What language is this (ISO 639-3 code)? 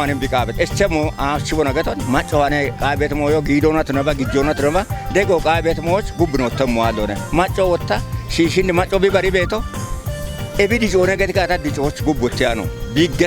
kbr